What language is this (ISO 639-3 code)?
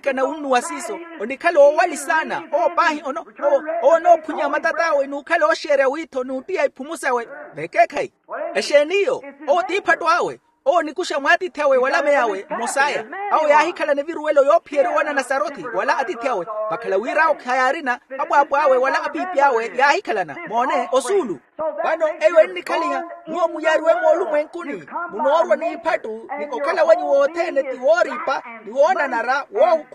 vmw